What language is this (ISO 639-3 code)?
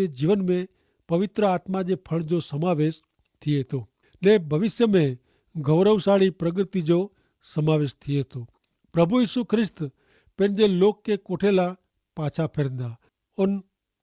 kfr